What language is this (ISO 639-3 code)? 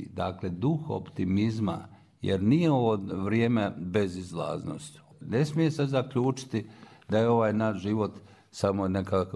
srp